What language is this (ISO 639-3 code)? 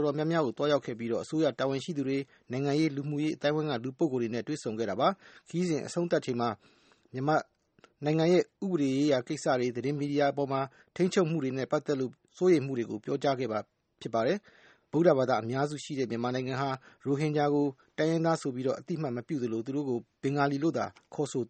mya